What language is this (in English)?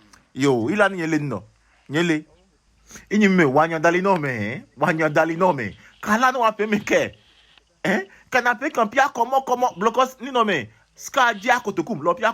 Adangme